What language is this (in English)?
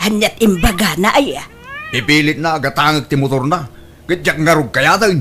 Iloko